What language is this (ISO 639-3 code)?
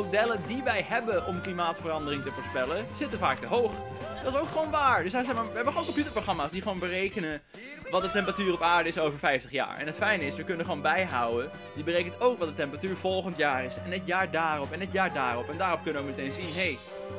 nld